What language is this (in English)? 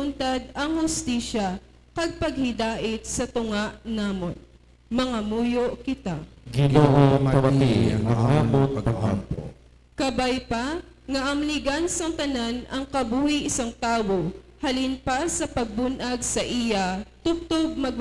Hiligaynon